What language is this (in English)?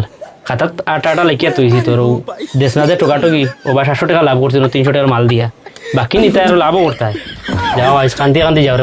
Sylheti